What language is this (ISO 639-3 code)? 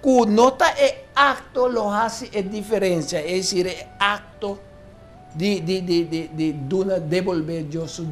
pap